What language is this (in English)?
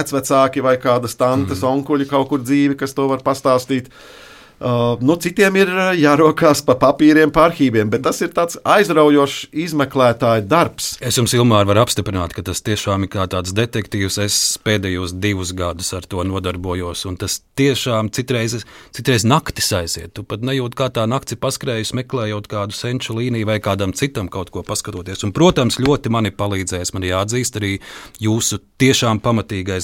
Latvian